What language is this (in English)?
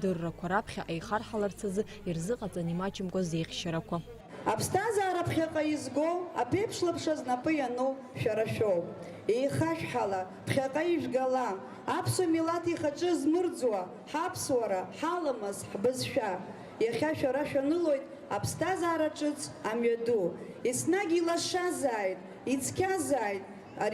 Abkhazian